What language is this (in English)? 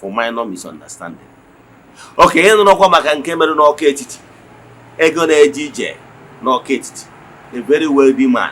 Igbo